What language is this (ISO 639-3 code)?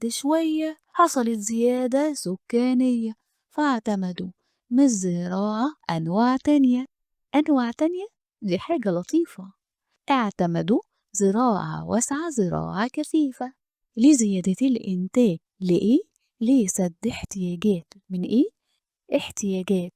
arz